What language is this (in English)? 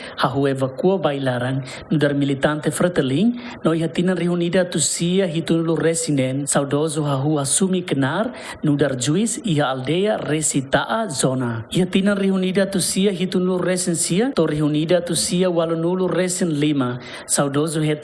Tetum